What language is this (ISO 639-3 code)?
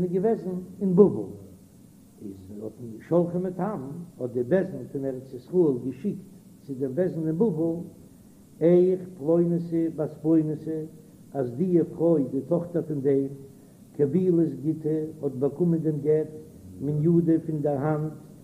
yid